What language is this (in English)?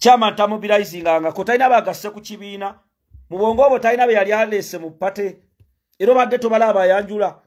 Ganda